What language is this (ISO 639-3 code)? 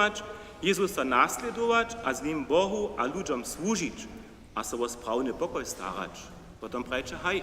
hsb